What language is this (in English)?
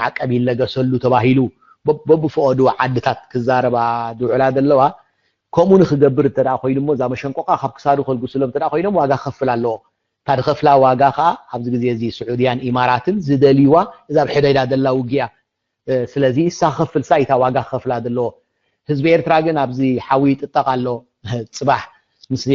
Tigrinya